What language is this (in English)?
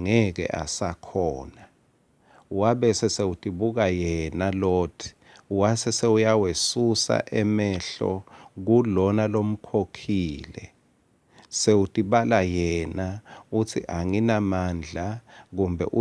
Swati